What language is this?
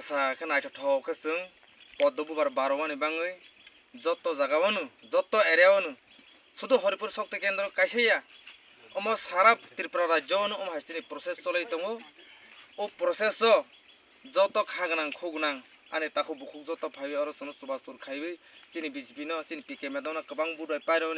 Kok Borok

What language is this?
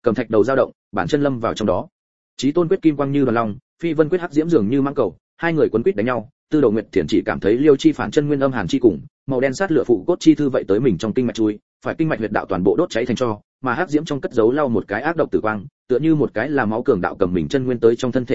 Vietnamese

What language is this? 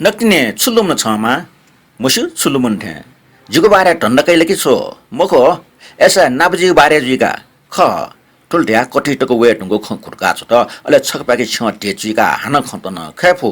Newari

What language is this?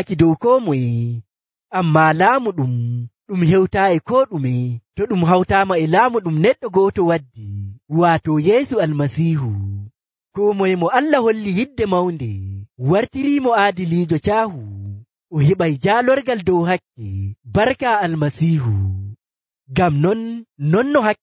Nigerian Fulfulde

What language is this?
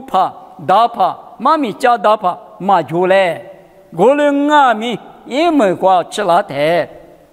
Lisu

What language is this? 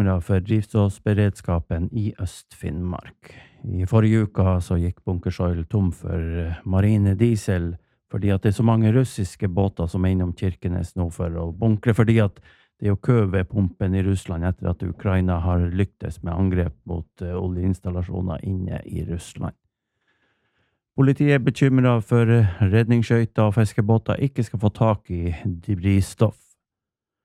Norwegian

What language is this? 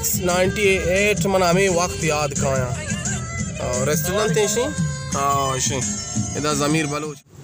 Baluchi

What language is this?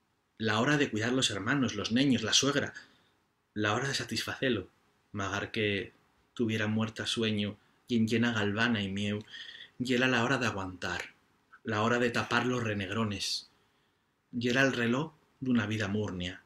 Asturian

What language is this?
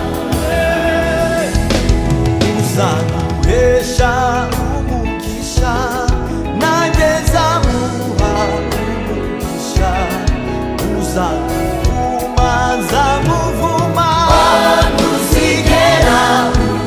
Kinyarwanda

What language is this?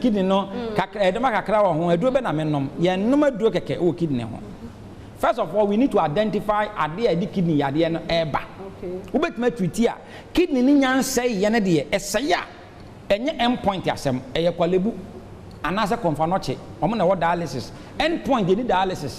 Akan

